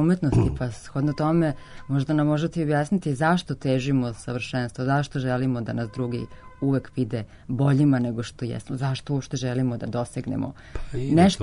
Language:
Serbian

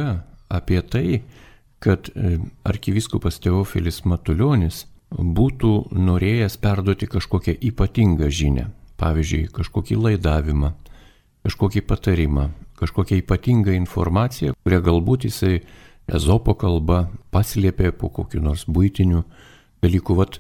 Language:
Lithuanian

